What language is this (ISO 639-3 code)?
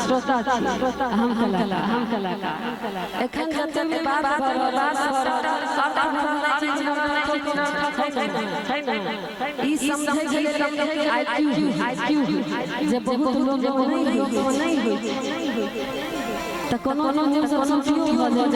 mai